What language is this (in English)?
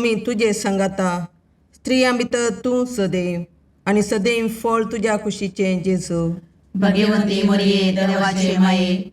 Konkani